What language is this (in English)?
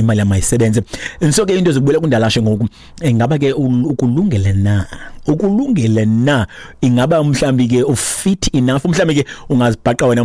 Xhosa